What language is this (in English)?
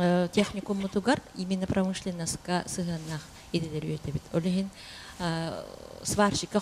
Yakut